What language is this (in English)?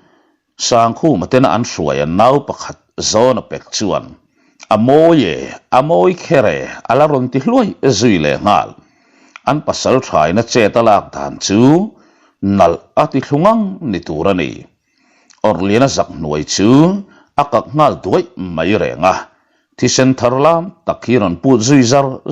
Mizo